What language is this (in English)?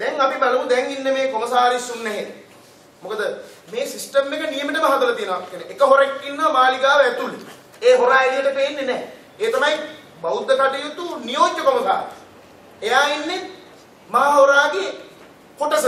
Sinhala